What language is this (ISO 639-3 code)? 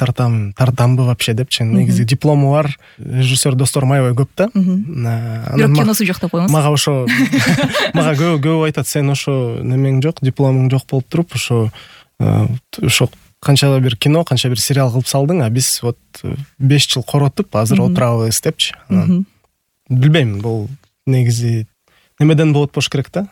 kir